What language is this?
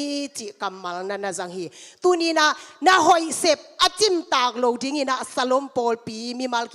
Tedim Chin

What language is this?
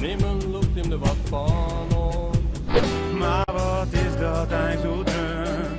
Western Frisian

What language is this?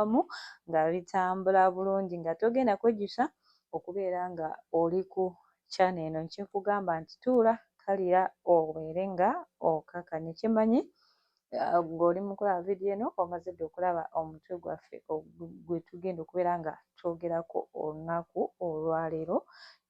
Ganda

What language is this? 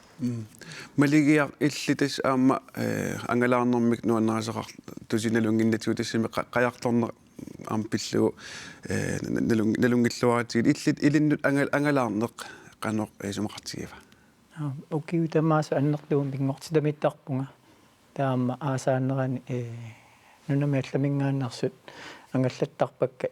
Kalaallisut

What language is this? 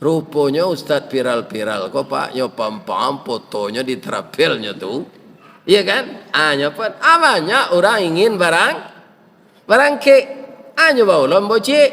Minangkabau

